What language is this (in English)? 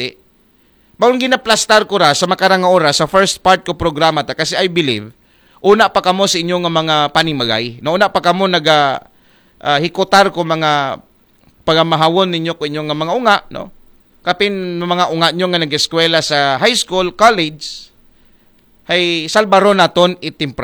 Aklanon